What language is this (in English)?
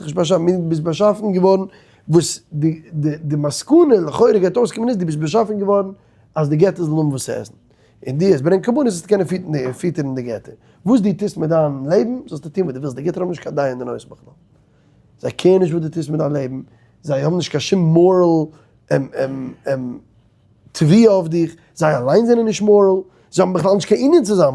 Yiddish